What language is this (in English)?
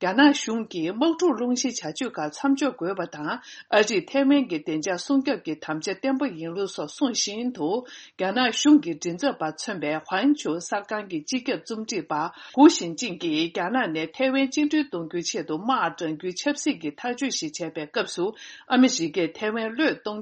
Tibetan